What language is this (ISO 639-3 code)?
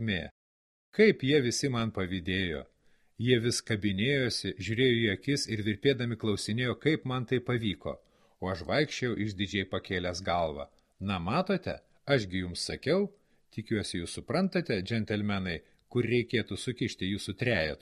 lit